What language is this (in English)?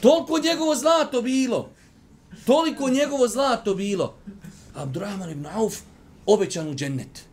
Bosnian